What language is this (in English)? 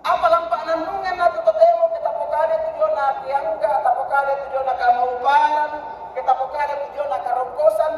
Toraja-Sa'dan